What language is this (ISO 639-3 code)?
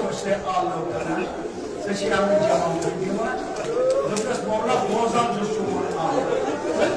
kas